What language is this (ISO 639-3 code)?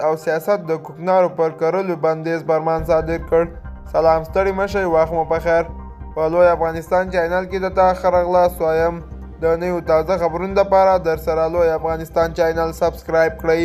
pus